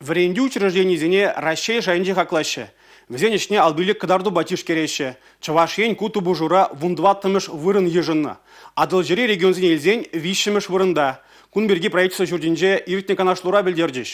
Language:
Chuvash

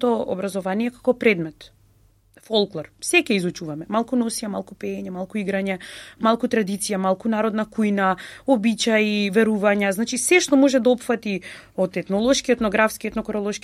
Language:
Macedonian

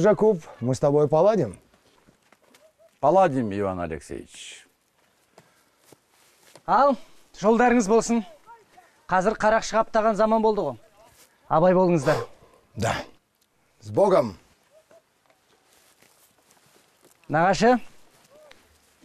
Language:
Kazakh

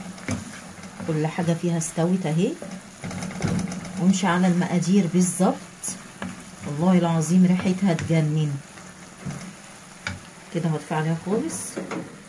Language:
Egyptian Arabic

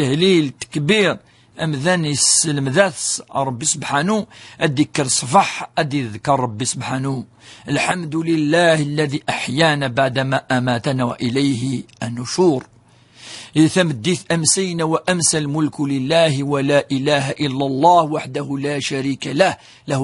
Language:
Kabyle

